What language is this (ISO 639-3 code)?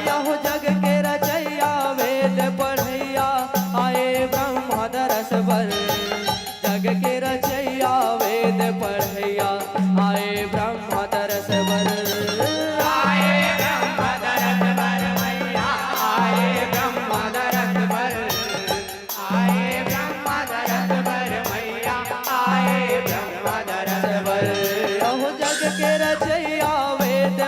hne